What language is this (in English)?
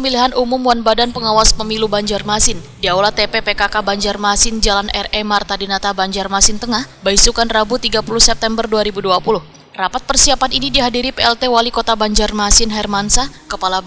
Banjar